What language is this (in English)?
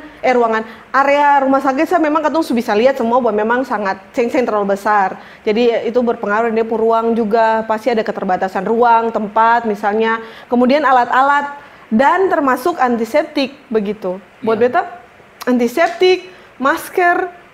Ambonese Malay